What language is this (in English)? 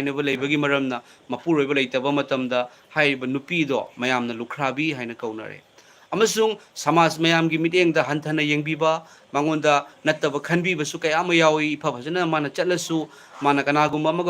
Manipuri